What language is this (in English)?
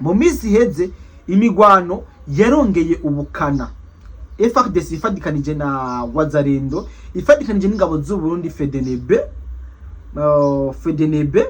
Rundi